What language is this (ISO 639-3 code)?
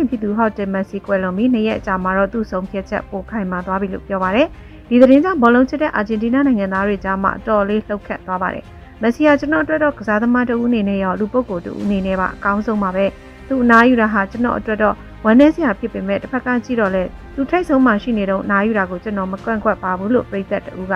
mya